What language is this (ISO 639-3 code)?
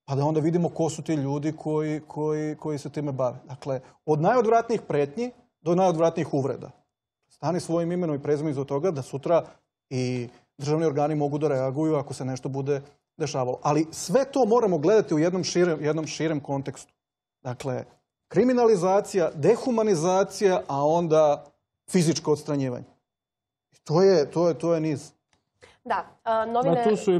srp